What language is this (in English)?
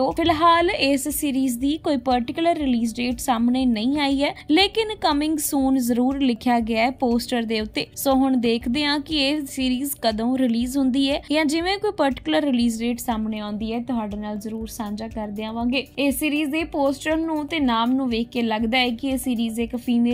Punjabi